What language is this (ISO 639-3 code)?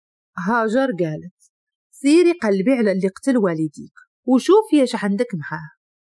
ary